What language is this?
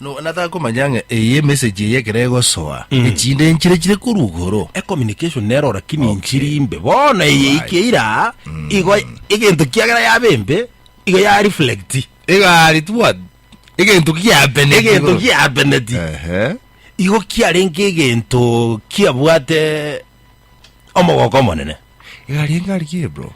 Gusii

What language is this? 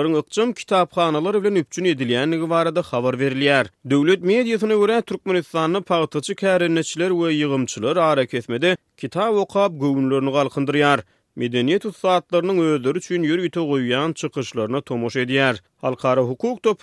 Turkmen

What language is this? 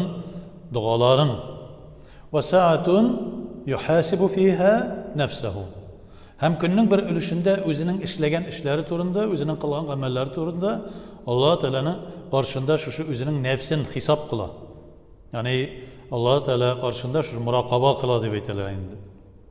Tatar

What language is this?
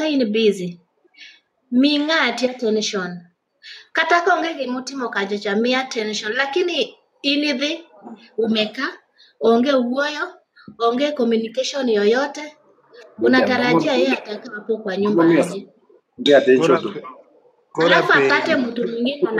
Luo (Kenya and Tanzania)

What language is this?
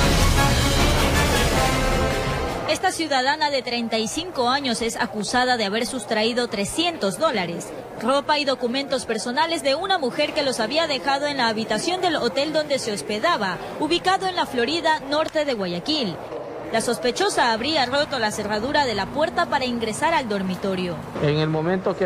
Spanish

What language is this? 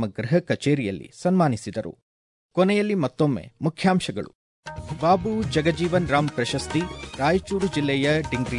Kannada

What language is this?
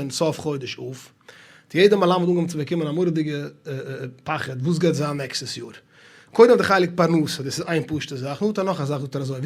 Yiddish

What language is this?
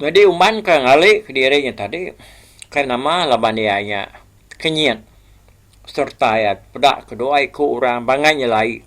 Iban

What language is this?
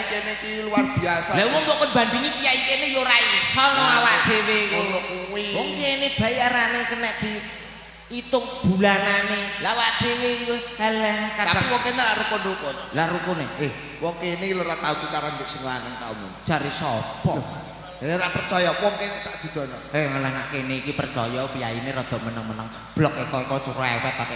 Javanese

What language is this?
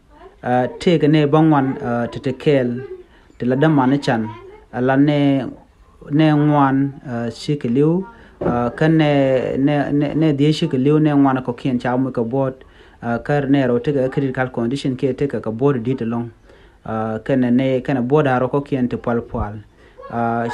Nuer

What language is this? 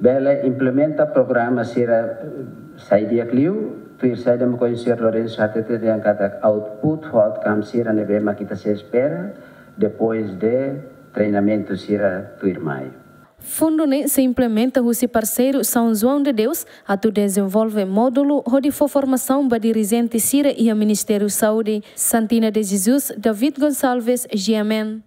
Tetum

